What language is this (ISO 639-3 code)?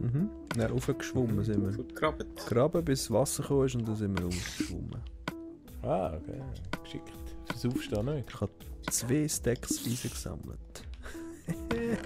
gsw